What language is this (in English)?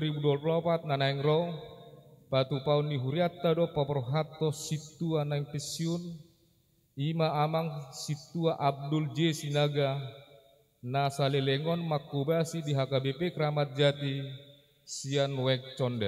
Batak Toba